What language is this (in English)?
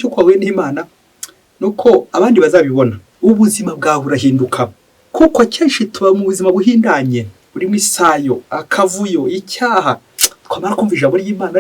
Kinyarwanda